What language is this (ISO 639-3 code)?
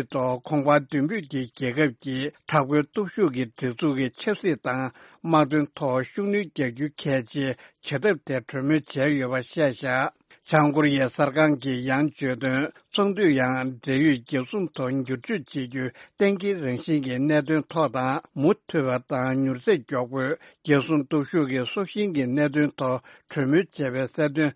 bod